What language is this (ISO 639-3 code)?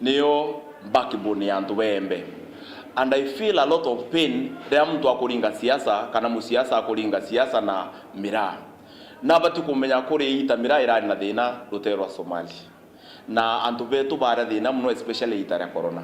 mer